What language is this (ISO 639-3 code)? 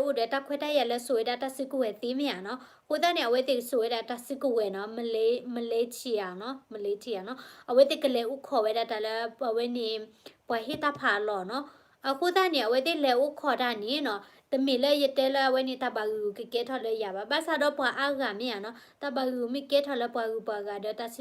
ksw